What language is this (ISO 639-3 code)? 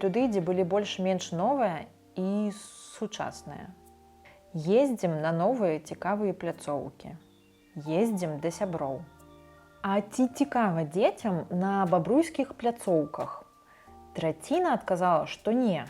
bel